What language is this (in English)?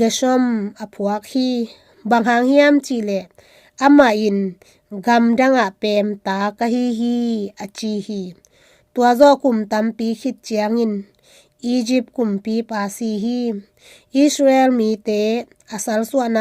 Tedim Chin